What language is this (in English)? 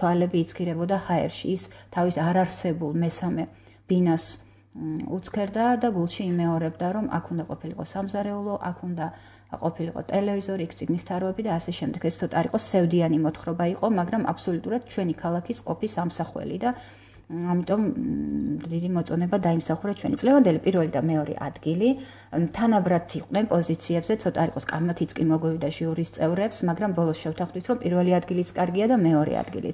Georgian